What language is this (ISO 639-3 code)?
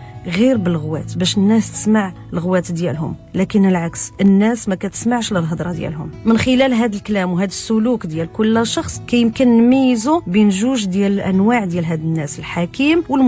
ary